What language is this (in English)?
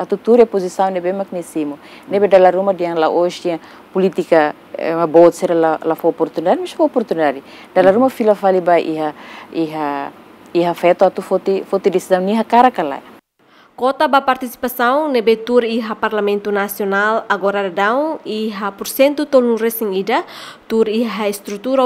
Tetum